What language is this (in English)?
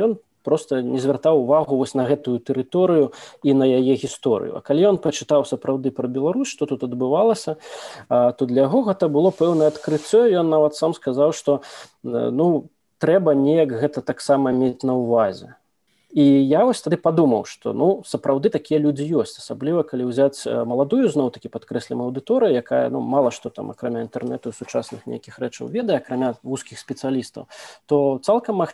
Belarusian